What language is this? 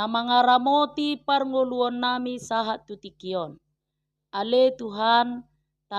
Batak Toba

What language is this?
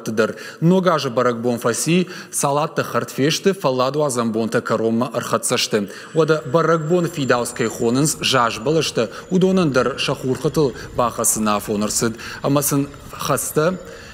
Ossetic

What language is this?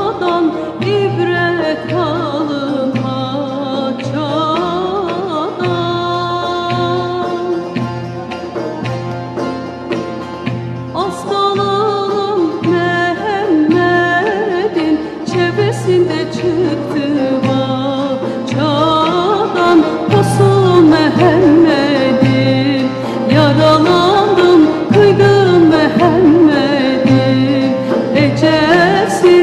Turkish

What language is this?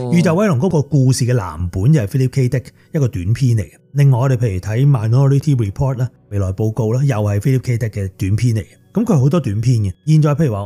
Cantonese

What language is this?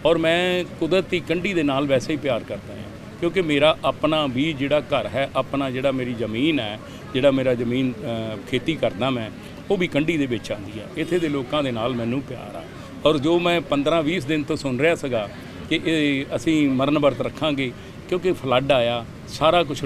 Punjabi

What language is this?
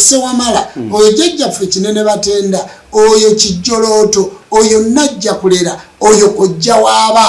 Ganda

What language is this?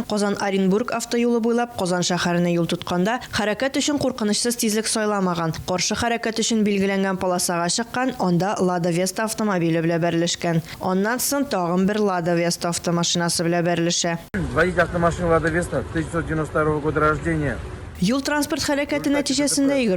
Tatar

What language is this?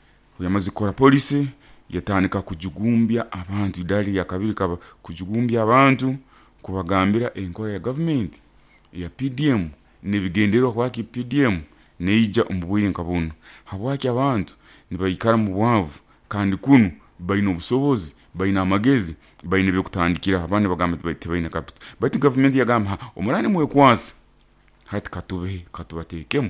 Nyoro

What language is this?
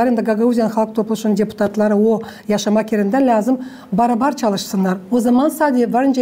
Gagauz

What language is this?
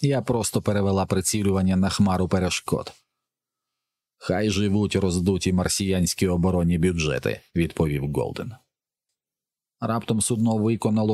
Ukrainian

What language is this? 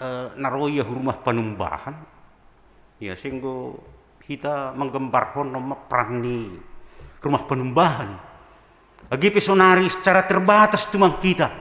Batak Simalungun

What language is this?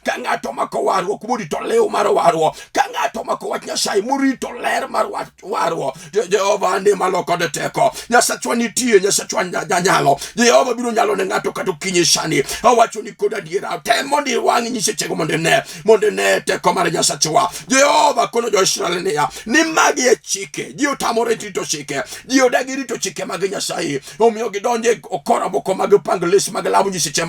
Luo (Kenya and Tanzania)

